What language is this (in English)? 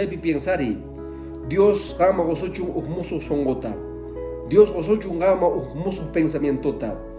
Quechua